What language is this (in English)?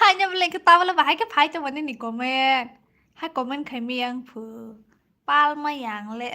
Kok Borok